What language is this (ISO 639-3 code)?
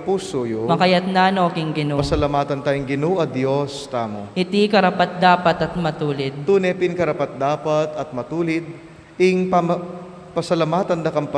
pam